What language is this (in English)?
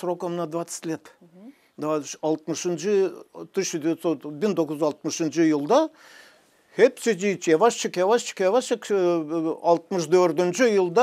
Gagauz